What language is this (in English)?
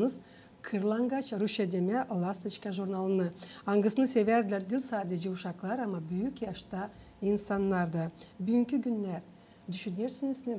Gagauz